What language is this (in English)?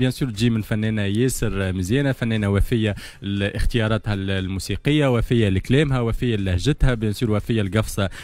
Tunisian Arabic